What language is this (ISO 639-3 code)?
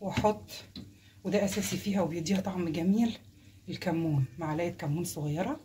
arz